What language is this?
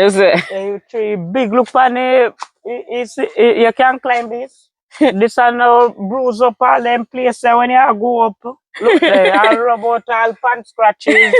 Jamaican Creole English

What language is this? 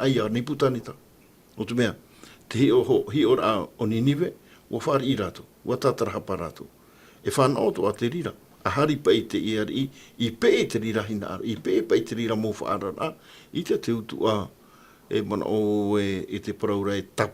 Tahitian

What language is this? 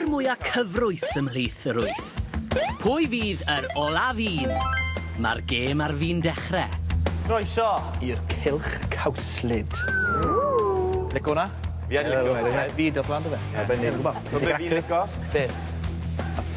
Welsh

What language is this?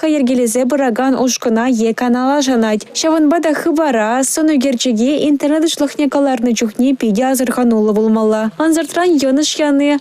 Chuvash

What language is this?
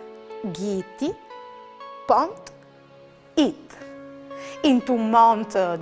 Friulian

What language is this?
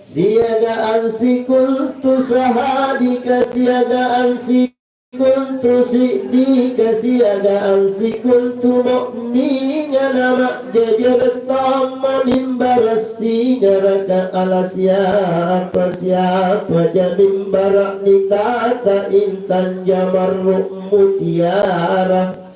Makasar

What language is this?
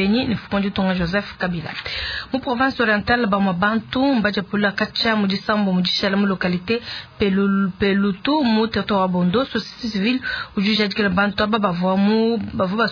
Luba-Lulua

